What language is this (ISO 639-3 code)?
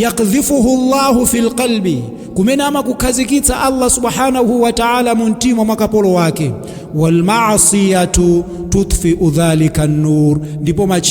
nya